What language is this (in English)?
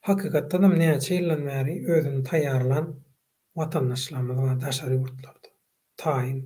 Turkmen